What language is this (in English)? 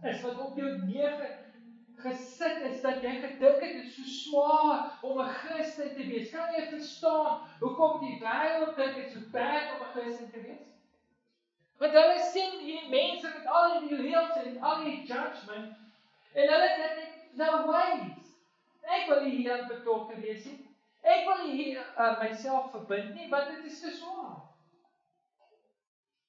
Afrikaans